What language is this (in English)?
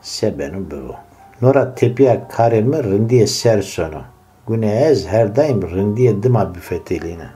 Zaza